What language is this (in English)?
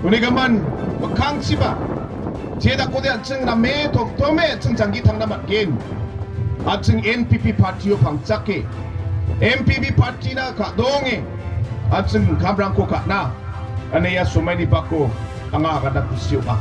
Garo